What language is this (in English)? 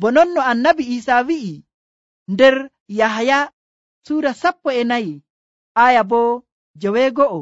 Nigerian Fulfulde